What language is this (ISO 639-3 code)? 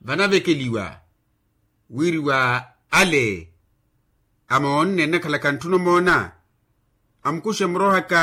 vmw